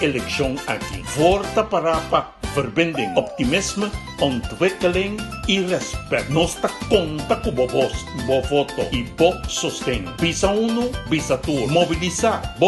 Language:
Papiamento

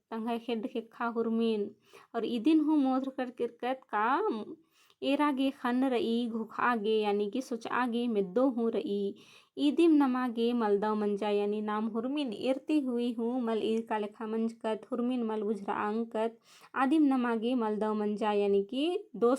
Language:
Kurukh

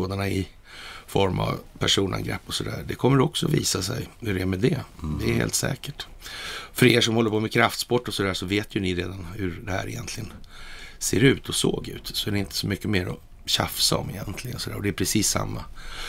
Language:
Swedish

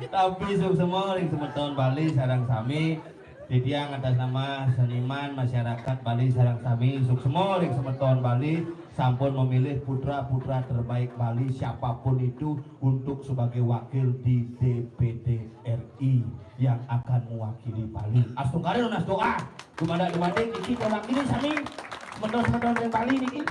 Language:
Balinese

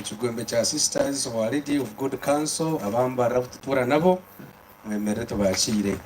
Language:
Nyankole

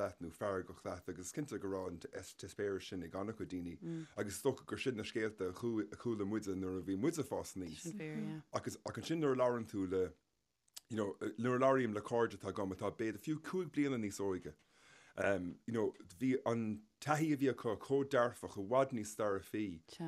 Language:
Irish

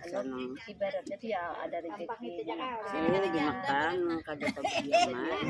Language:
Banjar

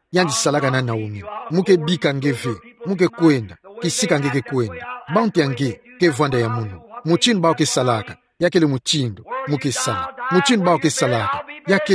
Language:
Kituba (Democratic Republic of Congo)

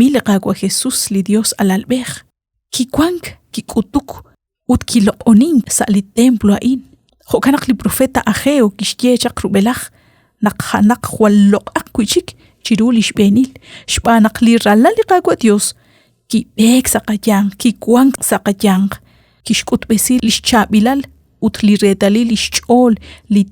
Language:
Kekchí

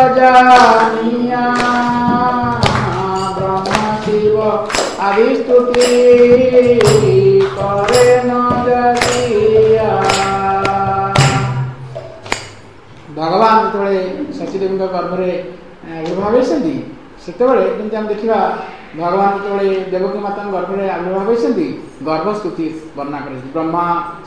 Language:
Odia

